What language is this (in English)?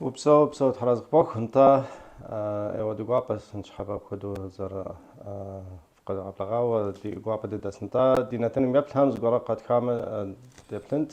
Kabardian